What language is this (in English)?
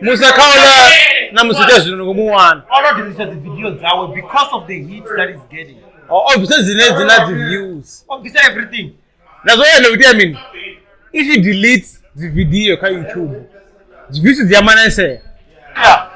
Venda